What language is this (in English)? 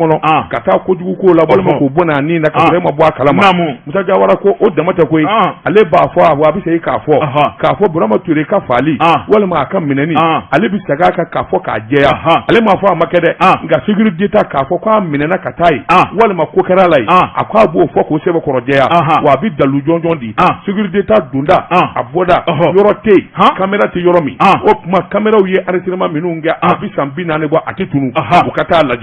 Bambara